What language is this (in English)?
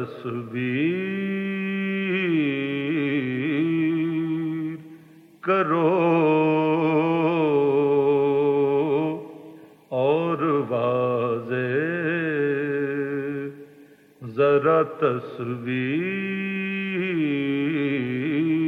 Urdu